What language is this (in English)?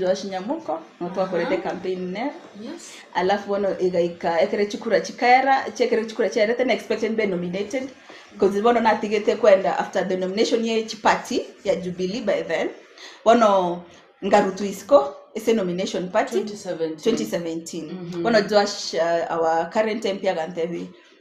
Gusii